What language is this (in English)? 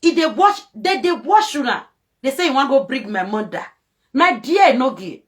Nigerian Pidgin